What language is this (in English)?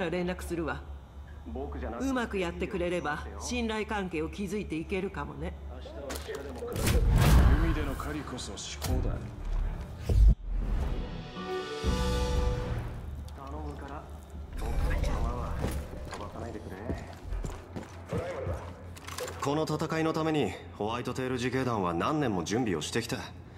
Japanese